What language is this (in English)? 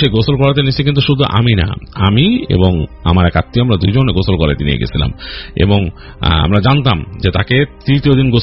Bangla